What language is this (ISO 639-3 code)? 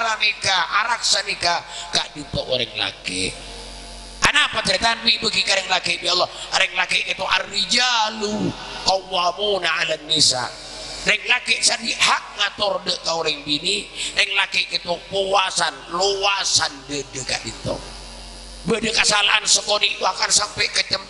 mad